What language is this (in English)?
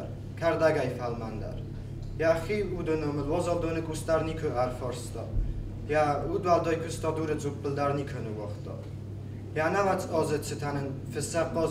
Ossetic